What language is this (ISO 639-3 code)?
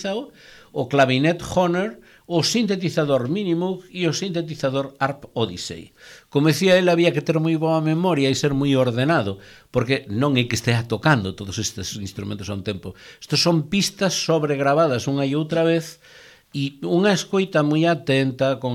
glg